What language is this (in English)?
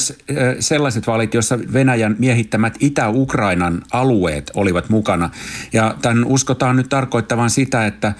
Finnish